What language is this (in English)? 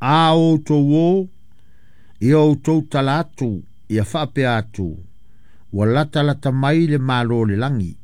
Samoan